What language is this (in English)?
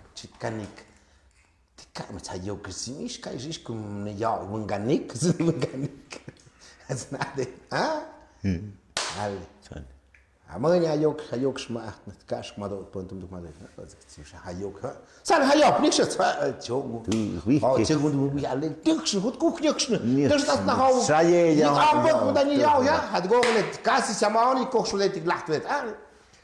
Tlahuitoltepec Mixe